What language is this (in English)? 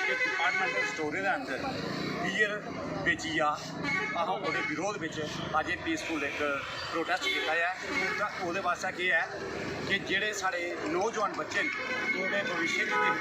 Dogri